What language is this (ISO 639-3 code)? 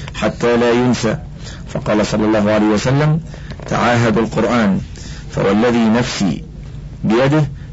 ara